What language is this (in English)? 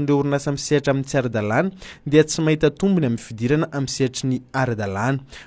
Malagasy